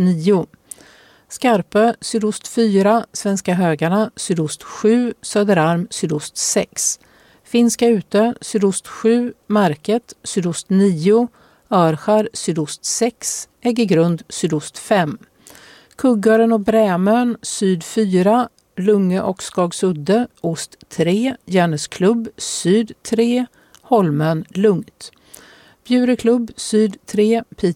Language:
Swedish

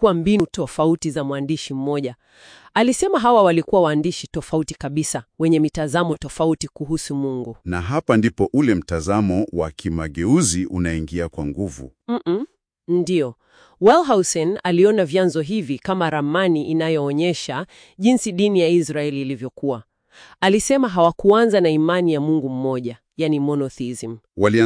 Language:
Swahili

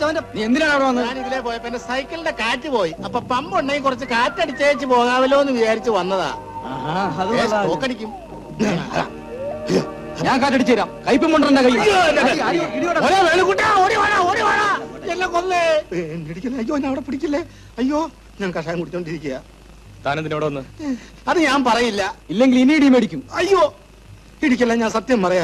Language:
Malayalam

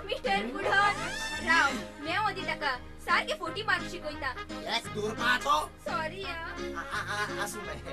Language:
Konkani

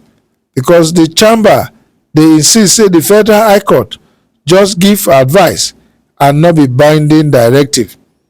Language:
Nigerian Pidgin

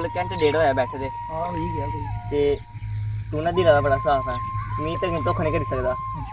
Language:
Dogri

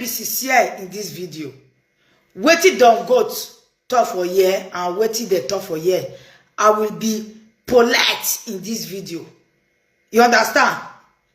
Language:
Nigerian Pidgin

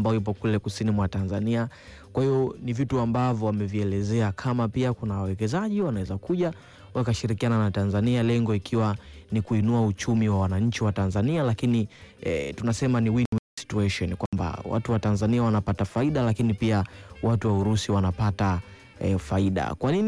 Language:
Swahili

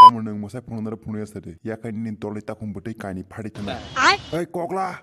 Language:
Kok Borok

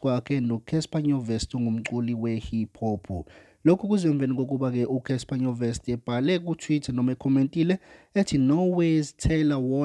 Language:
Zulu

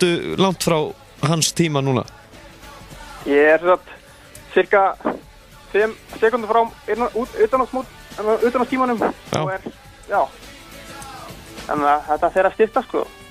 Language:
Icelandic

